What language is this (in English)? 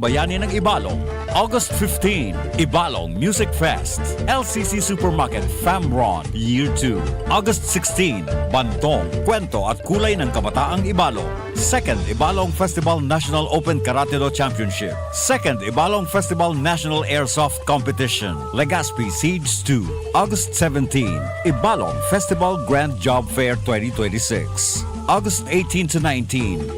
Bikol